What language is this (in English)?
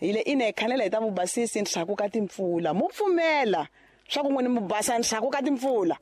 Tsonga